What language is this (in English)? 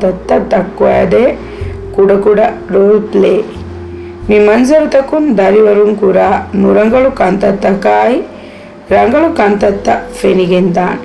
Divehi